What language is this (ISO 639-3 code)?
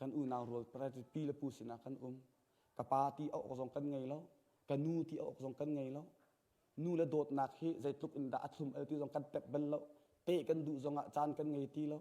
cnh